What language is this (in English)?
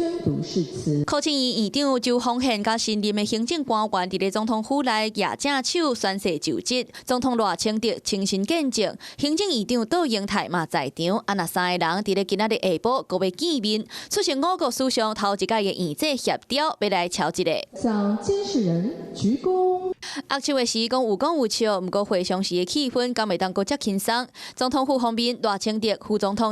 Min Nan Chinese